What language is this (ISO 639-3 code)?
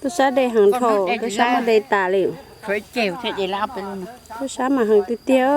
hmn